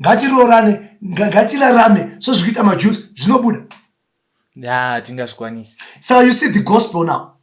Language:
Shona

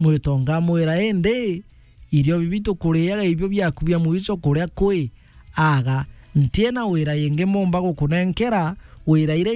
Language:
Meru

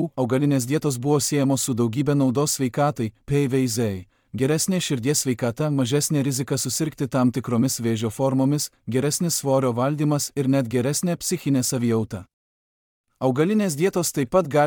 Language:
Lithuanian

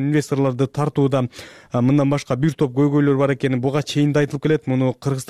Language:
Kyrgyz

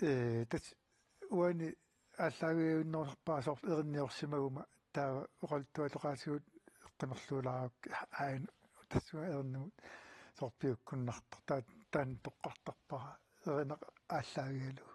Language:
Kalaallisut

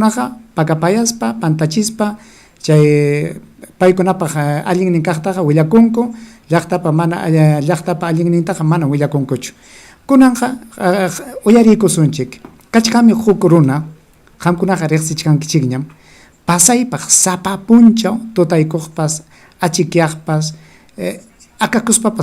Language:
Ayacucho Quechua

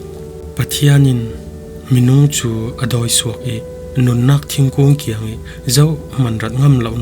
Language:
Falam Chin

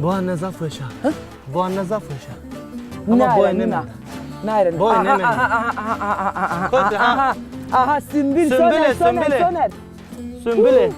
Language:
Zaza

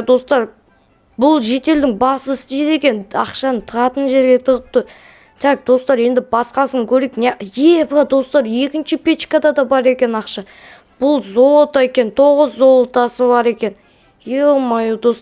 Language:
Kazakh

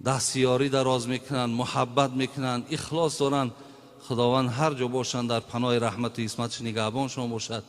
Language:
Tajik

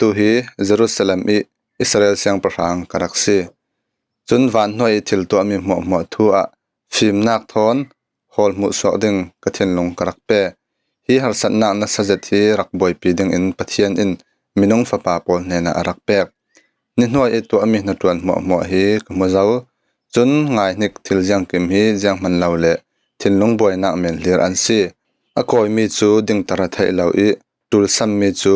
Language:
Falam Chin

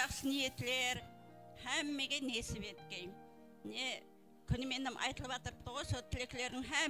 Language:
Kara-Kalpak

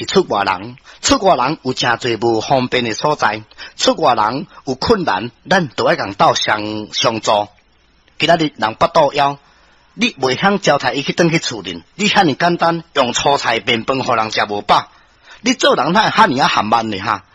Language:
Min Nan Chinese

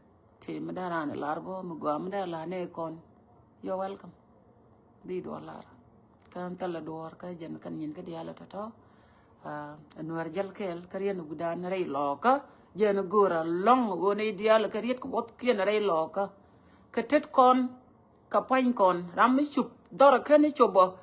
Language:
Nuer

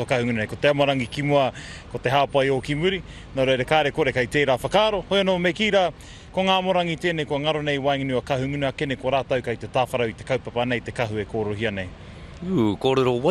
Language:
Māori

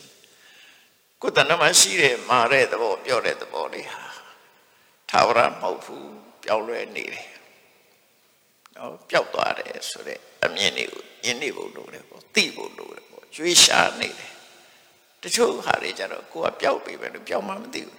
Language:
Burmese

